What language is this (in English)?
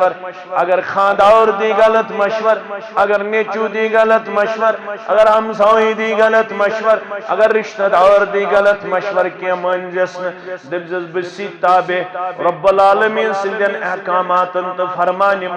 Kashmiri